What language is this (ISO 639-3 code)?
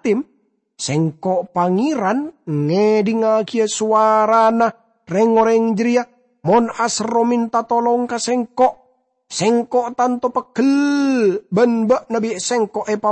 mad